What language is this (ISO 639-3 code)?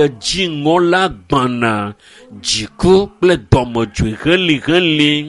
ewe